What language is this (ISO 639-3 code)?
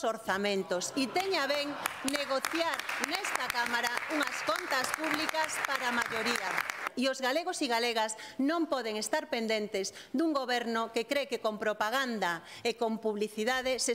glg